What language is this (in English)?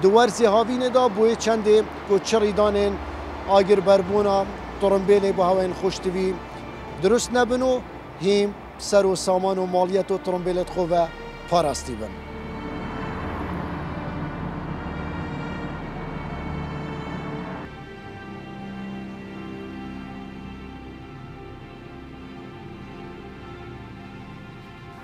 Kurdish